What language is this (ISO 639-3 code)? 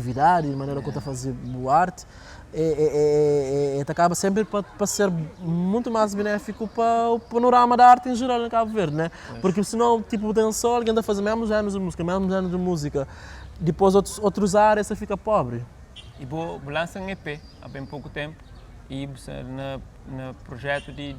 kea